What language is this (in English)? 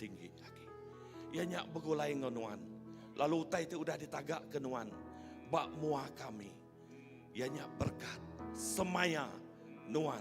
Iban